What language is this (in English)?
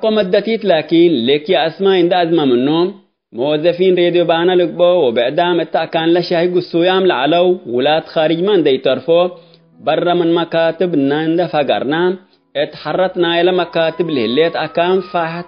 Tigre